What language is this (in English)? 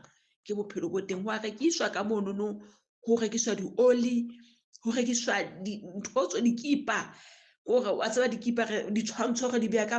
Southern Sotho